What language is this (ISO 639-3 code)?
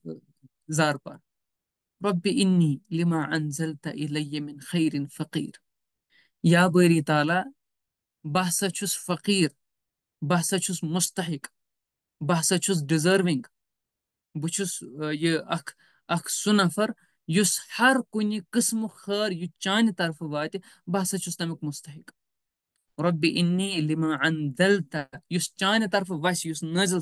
kas